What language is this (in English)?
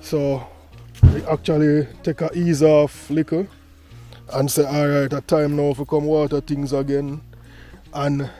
Jamaican Creole English